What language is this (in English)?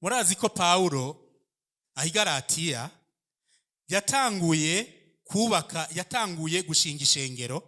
Rundi